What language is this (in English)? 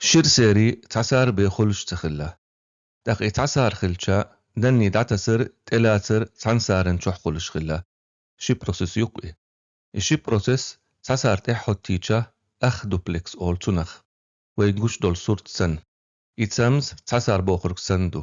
Chechen